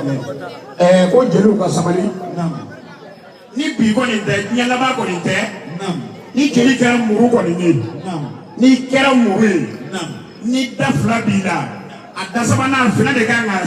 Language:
Bambara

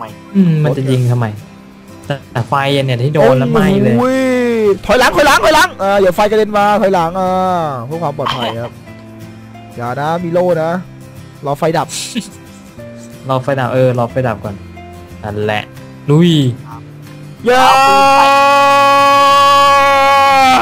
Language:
Thai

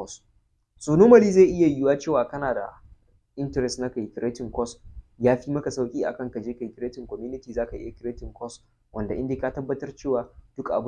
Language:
Hausa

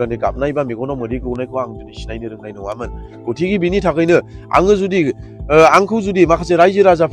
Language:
Bodo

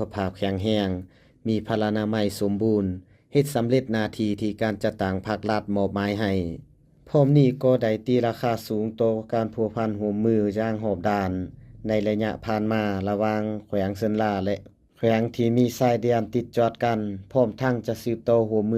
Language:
Lao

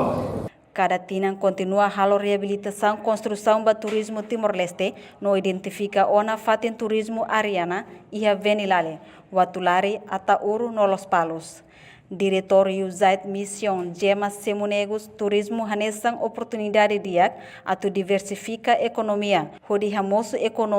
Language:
Tetum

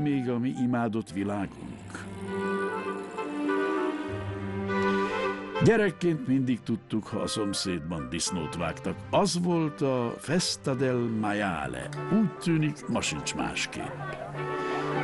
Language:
Hungarian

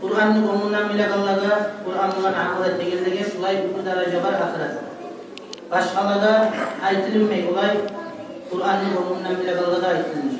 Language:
Kumyk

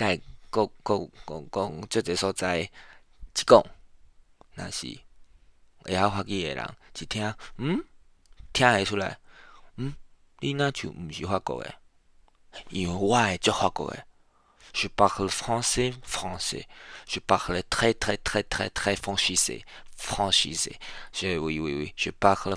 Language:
Min Nan Chinese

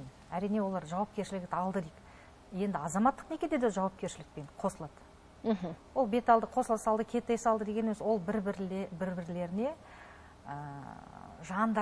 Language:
Kazakh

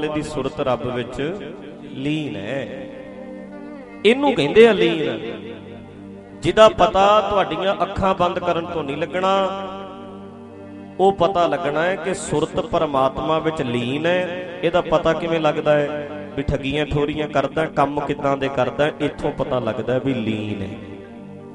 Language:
Punjabi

